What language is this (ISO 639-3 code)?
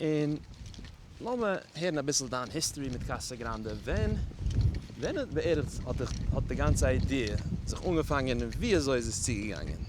yid